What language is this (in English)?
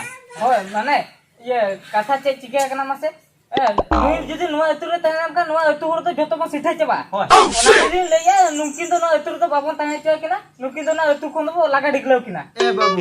Santali